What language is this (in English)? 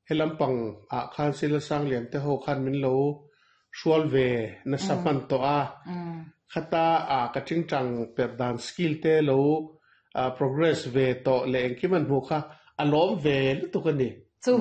Mizo